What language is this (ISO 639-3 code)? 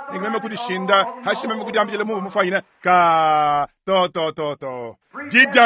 lua